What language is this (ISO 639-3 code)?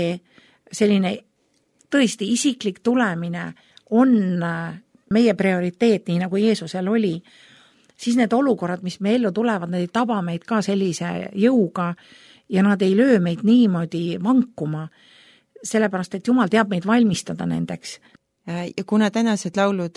est